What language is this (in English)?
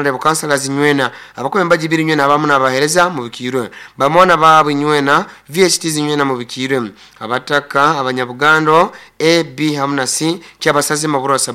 Nyoro